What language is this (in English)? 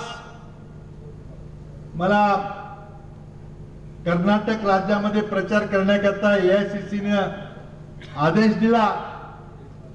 Marathi